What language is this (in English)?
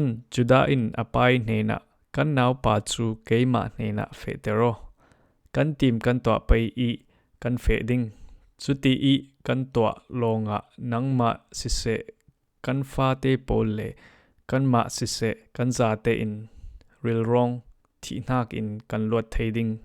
Falam Chin